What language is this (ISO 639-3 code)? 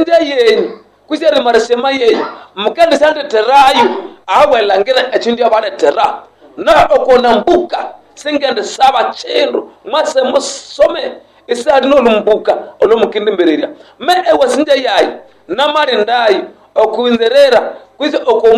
nnb